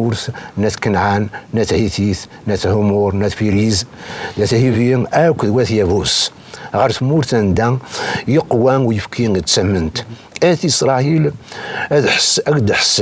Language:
Kabyle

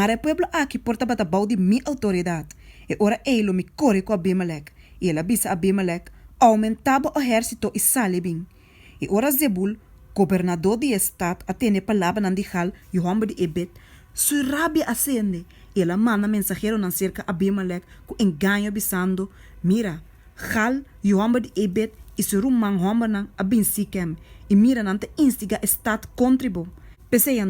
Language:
Papiamento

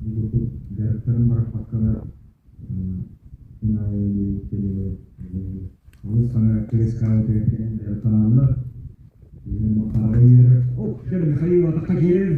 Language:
Yakut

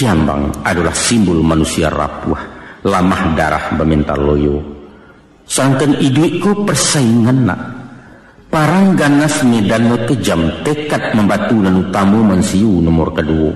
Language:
Minangkabau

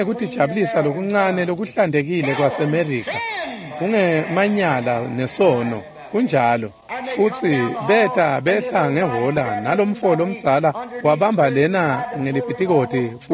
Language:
Swati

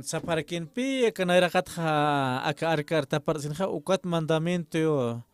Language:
Aymara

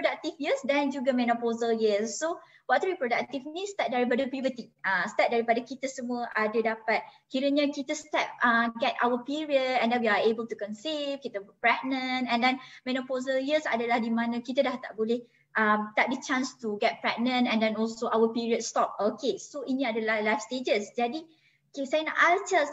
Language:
Malay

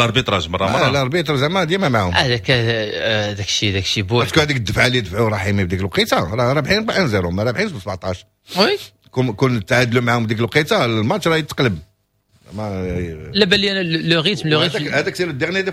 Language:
Moroccan Arabic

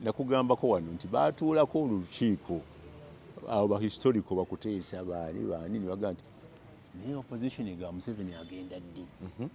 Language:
Ganda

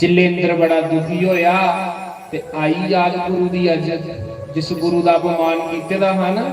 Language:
Dogri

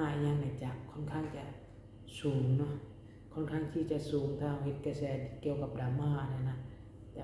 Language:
Lao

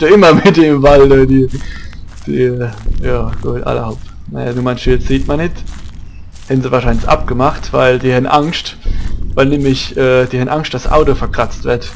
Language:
Palatine German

